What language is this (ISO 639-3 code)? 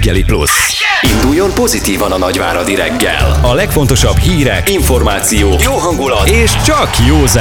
hun